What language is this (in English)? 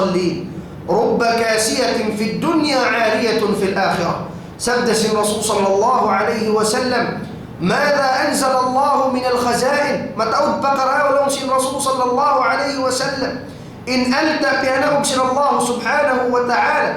Tausug